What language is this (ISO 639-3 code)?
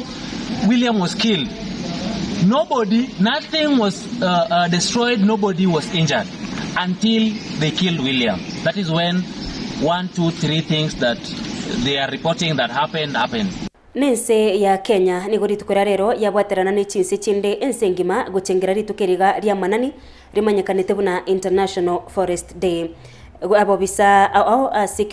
guz